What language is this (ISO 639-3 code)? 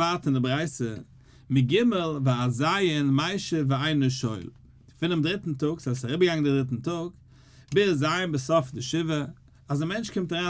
yid